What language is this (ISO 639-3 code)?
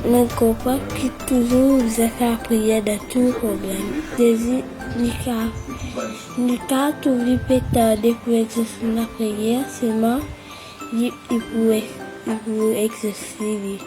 mfe